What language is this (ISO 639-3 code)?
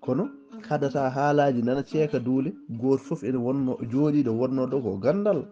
ful